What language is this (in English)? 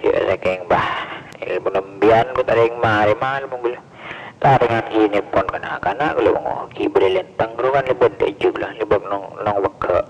Madurese